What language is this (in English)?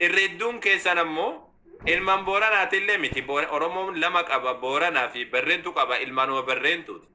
Oromo